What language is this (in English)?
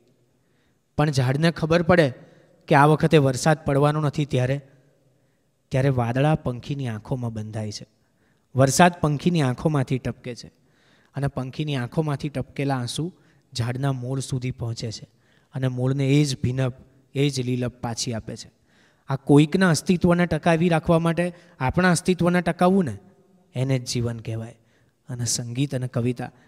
Gujarati